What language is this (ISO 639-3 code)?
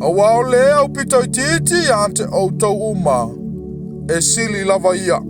smo